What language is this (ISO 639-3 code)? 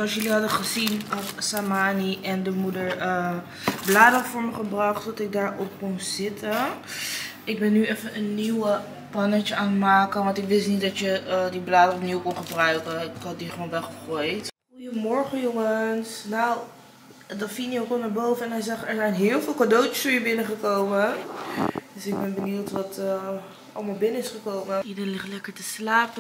nld